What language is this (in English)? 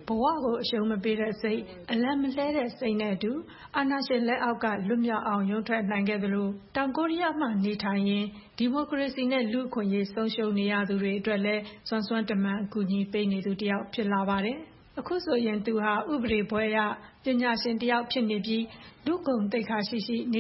Burmese